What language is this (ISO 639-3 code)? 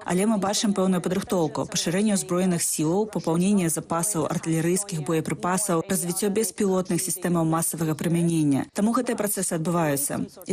bel